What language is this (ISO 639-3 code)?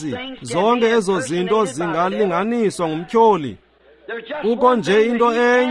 xho